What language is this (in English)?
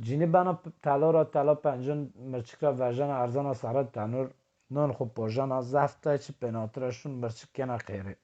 Zaza